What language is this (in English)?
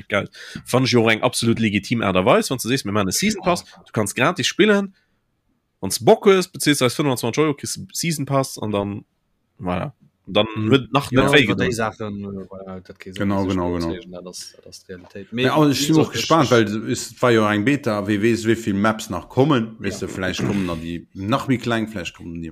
Luxembourgish